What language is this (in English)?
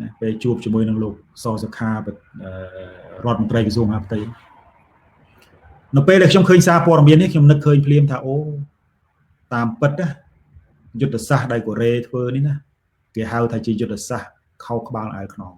Khmer